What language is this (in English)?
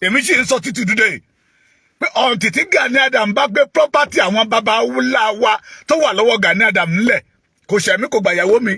Yoruba